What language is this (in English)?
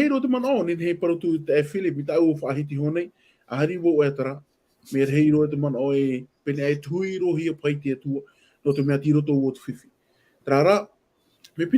Tahitian